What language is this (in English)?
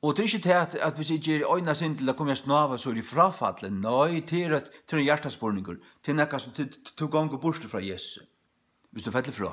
Faroese